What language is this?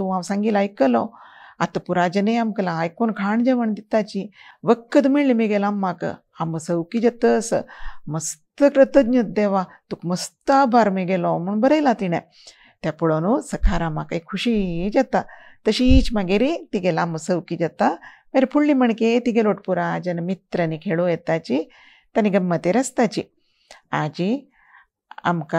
Konkani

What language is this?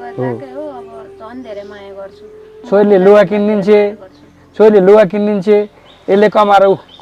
Nepali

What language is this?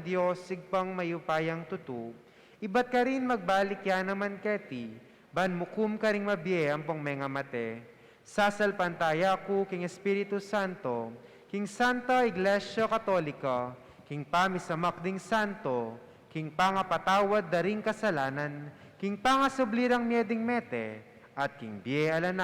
Pampanga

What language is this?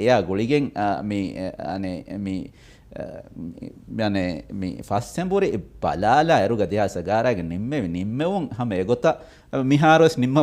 Divehi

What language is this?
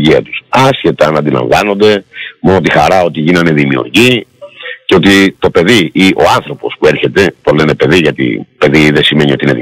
Greek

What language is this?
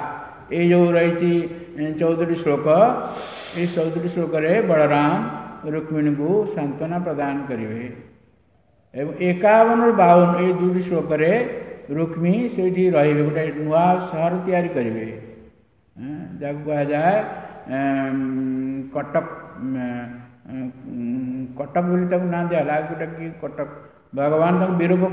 Odia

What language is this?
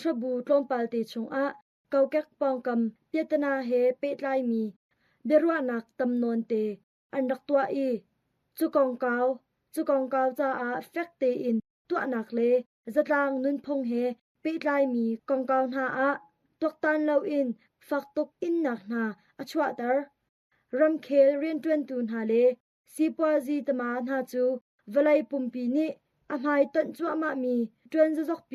Hakha Chin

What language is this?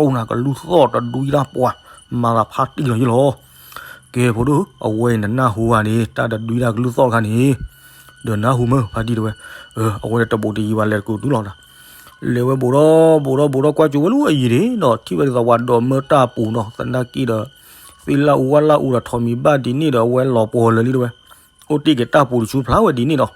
S'gaw Karen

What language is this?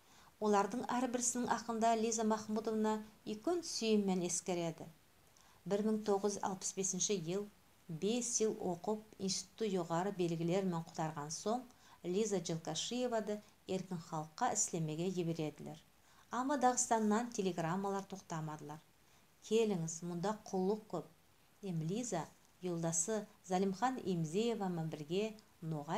Nogai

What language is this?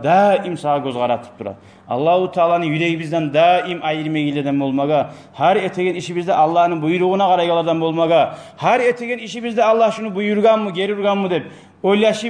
Kumyk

